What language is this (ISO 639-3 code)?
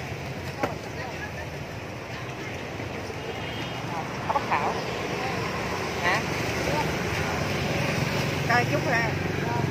vie